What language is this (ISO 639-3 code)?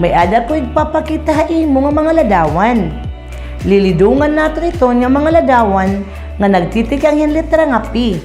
war